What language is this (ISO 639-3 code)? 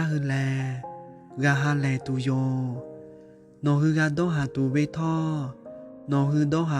lhu